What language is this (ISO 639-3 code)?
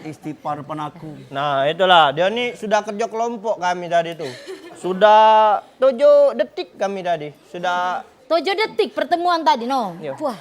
mui